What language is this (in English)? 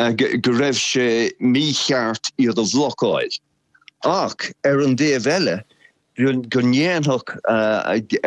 Irish